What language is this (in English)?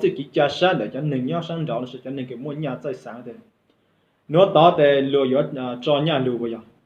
Hmong